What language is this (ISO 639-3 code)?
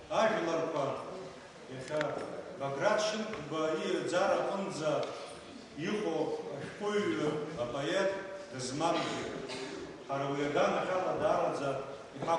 abk